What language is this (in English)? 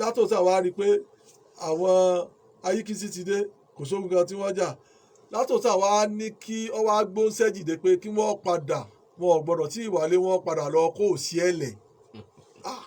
Yoruba